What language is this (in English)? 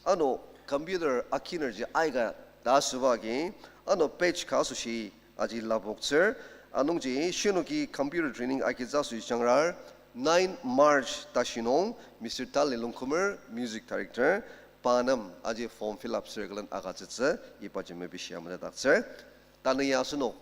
Ao Naga